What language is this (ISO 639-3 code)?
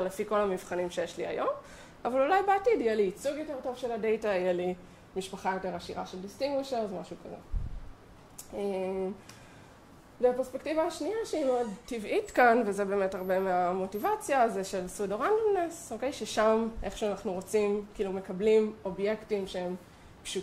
heb